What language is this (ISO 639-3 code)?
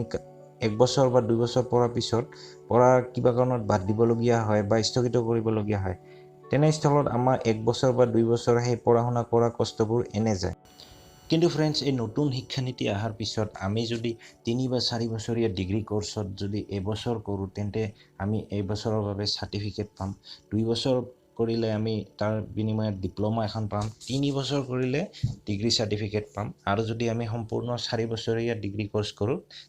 asm